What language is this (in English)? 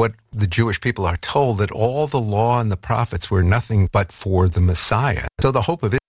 English